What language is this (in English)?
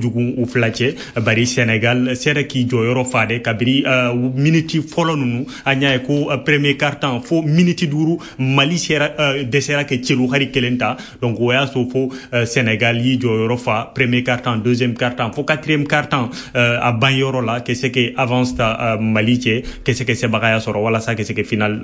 Bambara